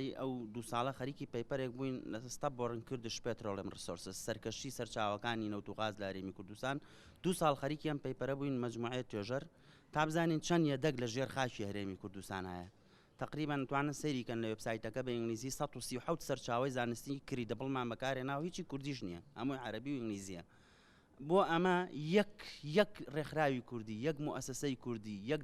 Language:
Central Kurdish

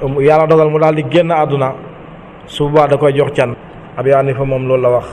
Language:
Wolof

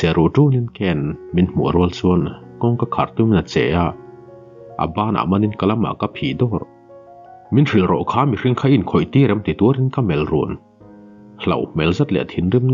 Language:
Mizo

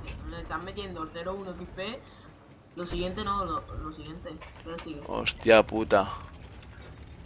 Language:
Spanish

